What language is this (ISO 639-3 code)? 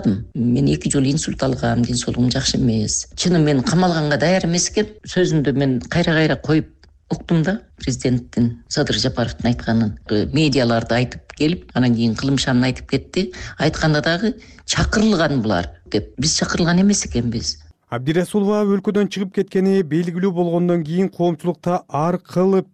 kir